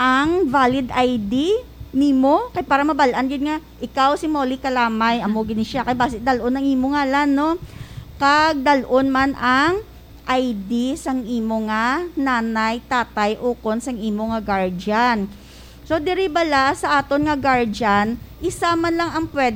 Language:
Hiligaynon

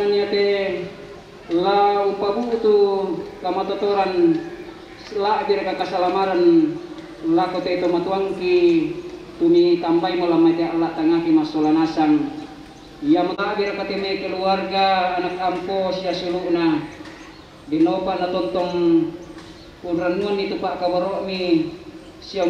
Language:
Toraja-Sa'dan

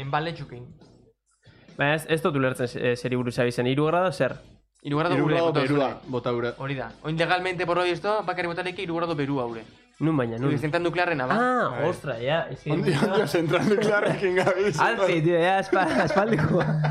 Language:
Basque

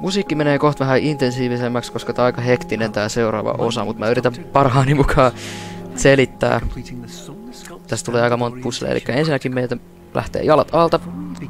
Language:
Finnish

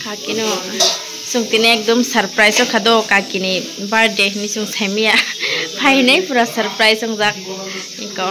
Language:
Kok Borok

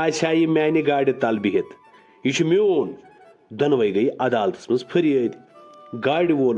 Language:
Kashmiri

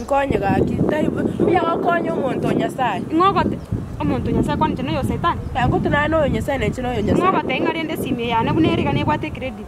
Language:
Gusii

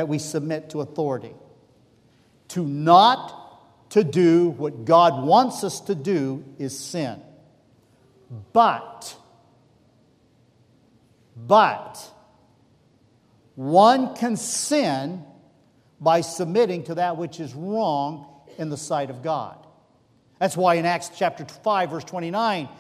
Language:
English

